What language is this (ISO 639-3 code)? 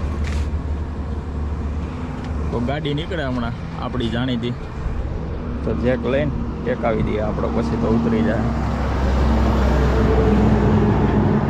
guj